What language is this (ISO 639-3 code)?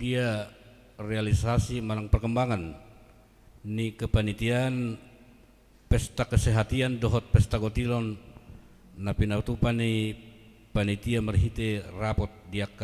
bbc